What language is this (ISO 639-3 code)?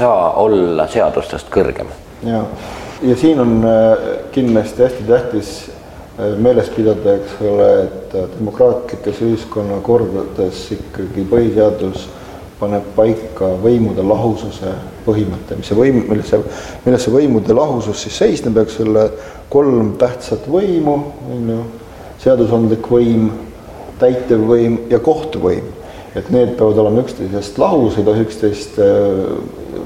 est